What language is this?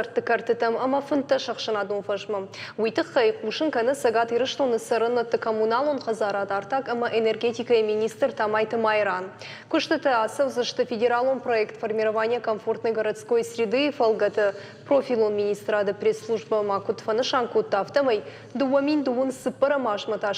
Ossetic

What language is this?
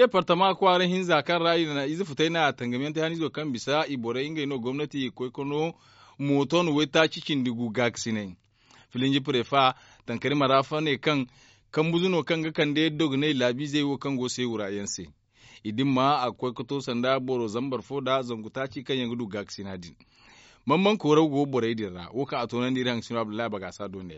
Zarma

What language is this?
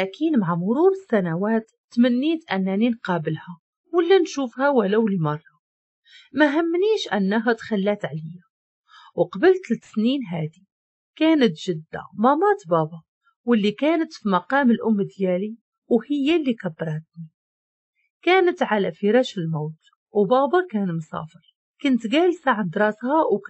Moroccan Arabic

